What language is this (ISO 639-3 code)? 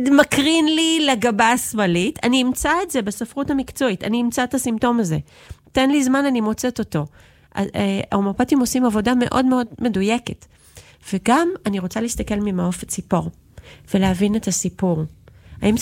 heb